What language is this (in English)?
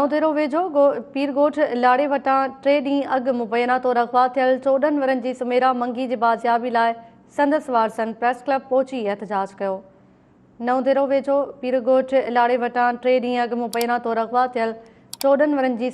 Sindhi